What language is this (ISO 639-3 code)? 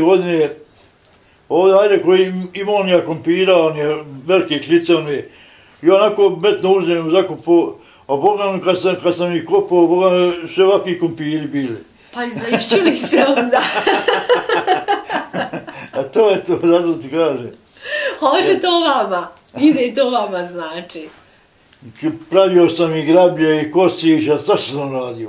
bos